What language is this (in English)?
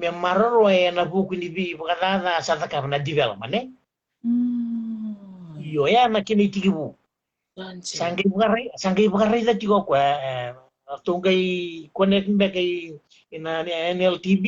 Fijian